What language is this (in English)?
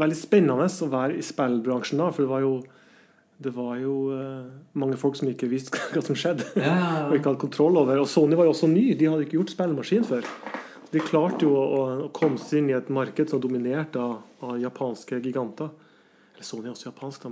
Norwegian